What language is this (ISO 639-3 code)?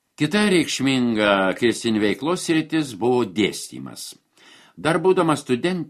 lit